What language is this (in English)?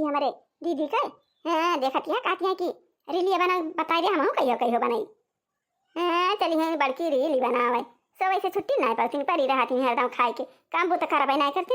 Awadhi